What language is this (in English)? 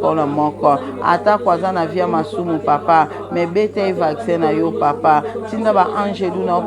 Lingala